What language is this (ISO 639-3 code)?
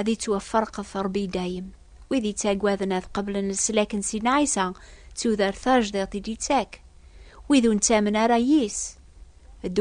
kab